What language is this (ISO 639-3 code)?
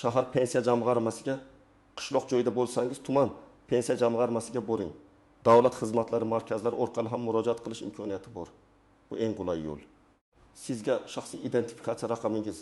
uzb